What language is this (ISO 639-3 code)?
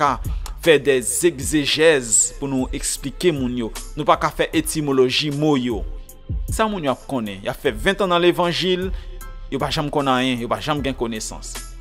hat